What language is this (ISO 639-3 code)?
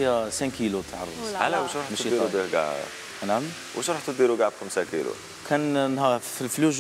arq